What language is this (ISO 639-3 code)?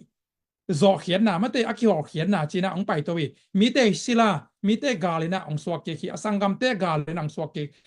ctd